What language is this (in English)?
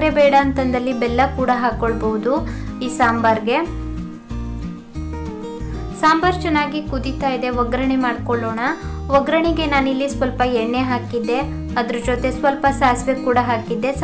Kannada